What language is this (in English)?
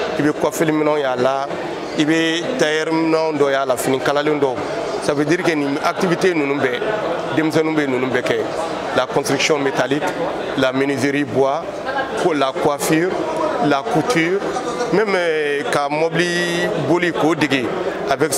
Bambara